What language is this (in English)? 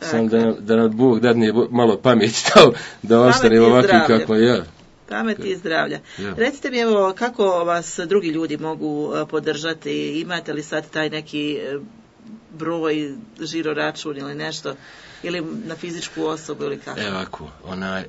Serbian